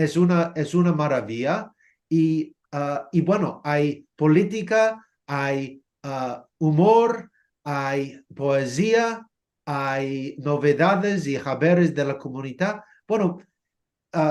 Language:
Ladino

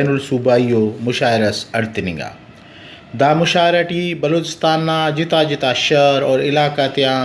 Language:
Brahui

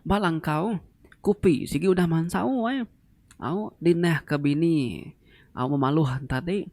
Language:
Iban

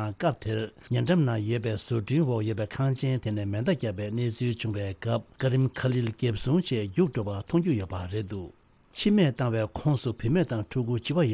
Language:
Tibetan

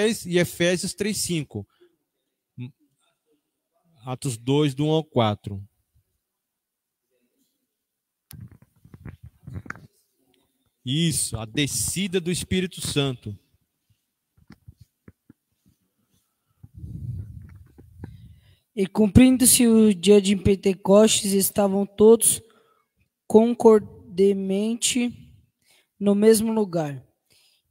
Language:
Portuguese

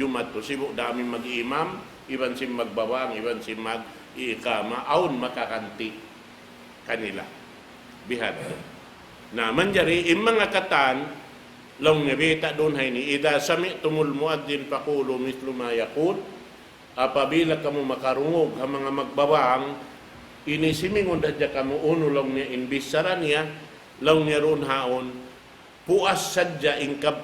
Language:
Tausug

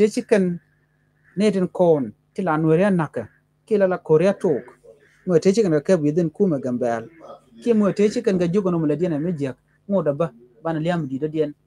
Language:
Nuer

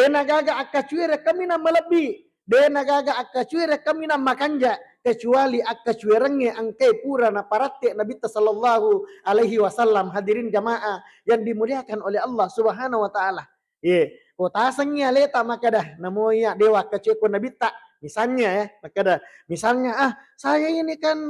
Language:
Buginese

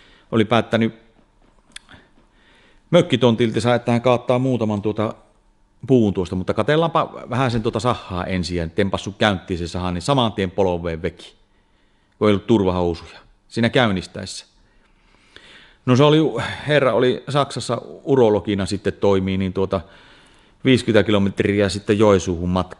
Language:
Finnish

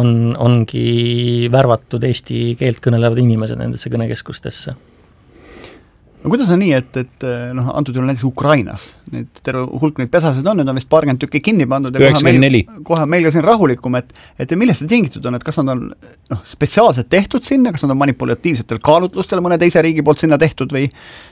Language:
Estonian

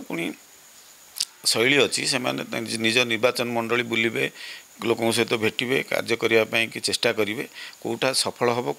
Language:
Odia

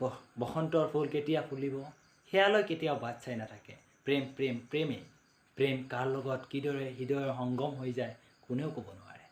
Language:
Assamese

